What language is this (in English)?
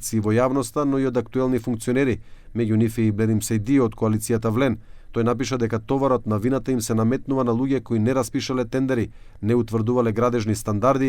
Macedonian